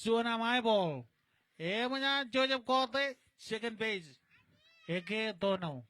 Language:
Marshallese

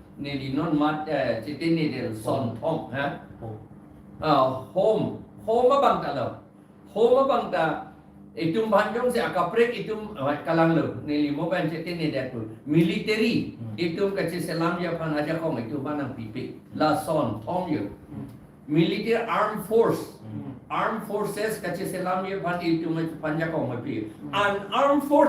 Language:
Karbi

